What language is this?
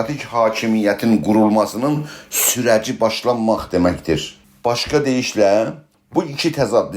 South Azerbaijani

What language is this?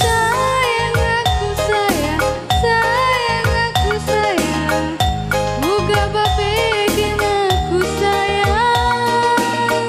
Batak Karo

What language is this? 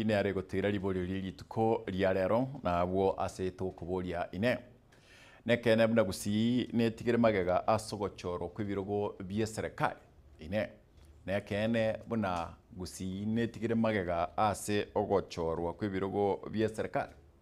Gusii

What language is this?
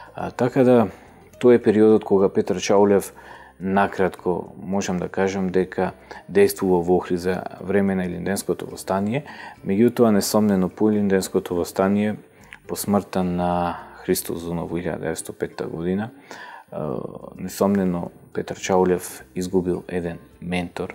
Macedonian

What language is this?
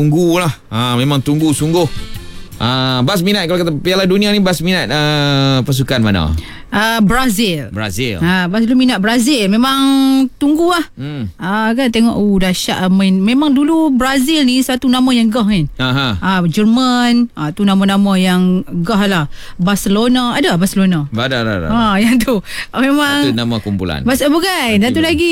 Malay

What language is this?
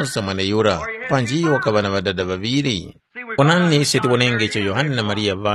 Tumbuka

